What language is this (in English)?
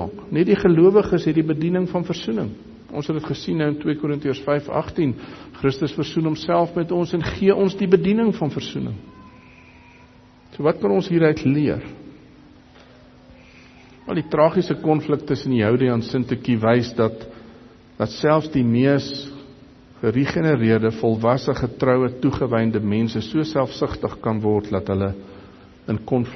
Afrikaans